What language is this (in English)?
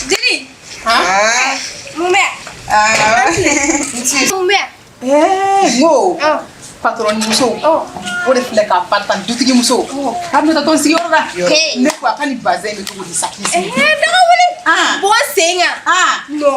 Bambara